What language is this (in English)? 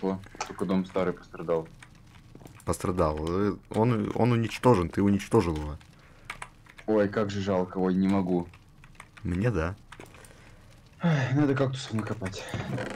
Russian